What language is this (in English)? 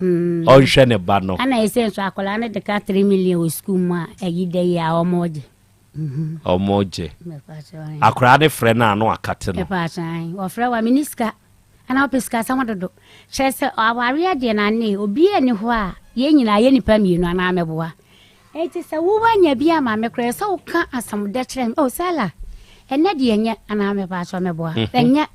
Akan